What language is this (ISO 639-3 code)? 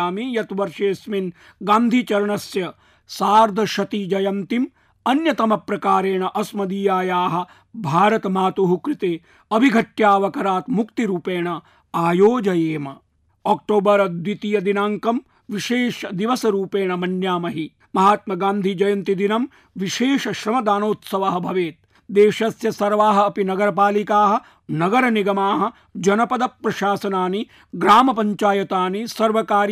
san